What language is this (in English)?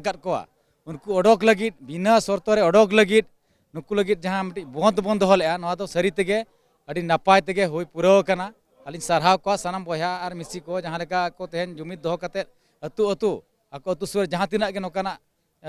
Santali